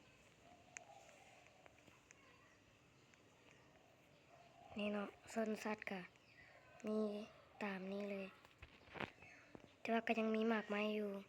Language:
Lao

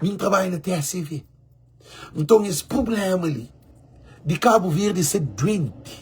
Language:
Kabuverdianu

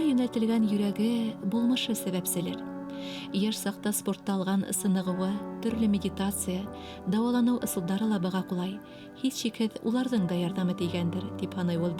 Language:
Bashkir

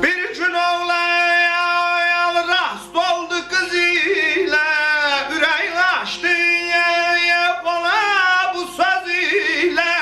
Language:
South Azerbaijani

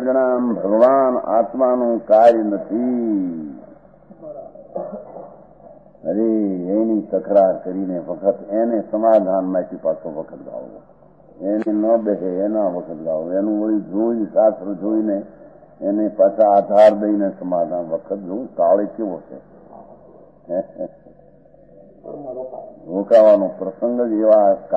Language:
Gujarati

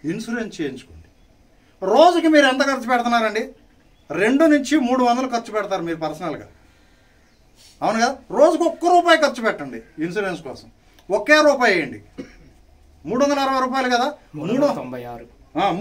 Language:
Telugu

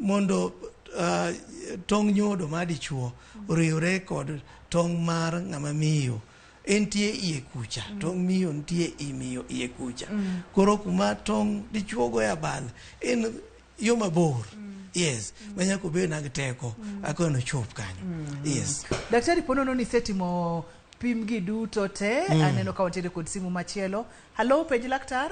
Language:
Luo (Kenya and Tanzania)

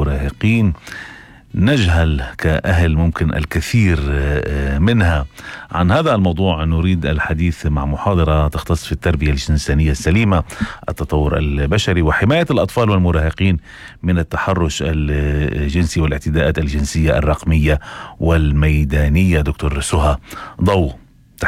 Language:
North Levantine Arabic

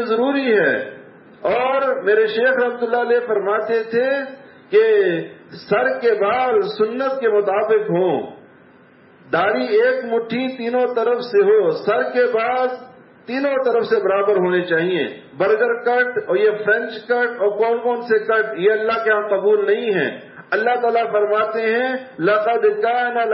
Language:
Urdu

